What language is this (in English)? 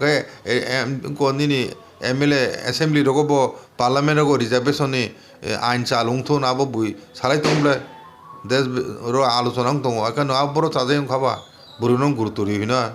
Kok Borok